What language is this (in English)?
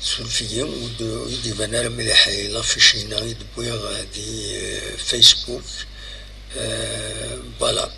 Kabyle